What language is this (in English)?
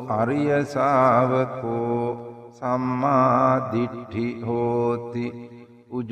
Sinhala